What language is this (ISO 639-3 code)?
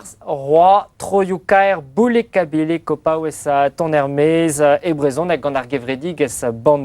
bre